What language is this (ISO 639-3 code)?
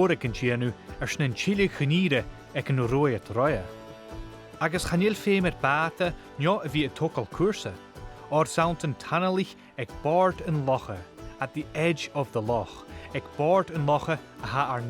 gla